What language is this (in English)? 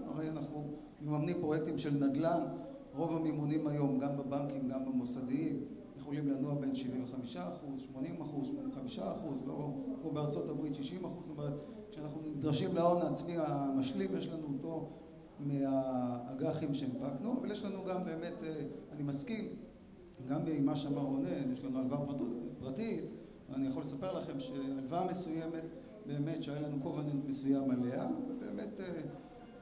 Hebrew